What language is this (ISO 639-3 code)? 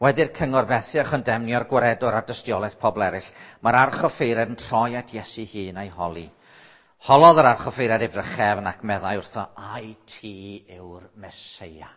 cym